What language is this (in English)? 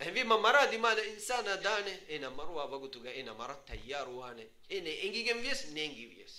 Divehi